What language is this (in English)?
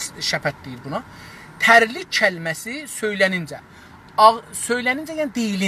South Azerbaijani